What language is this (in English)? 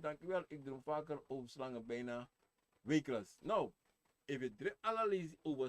Sranan Tongo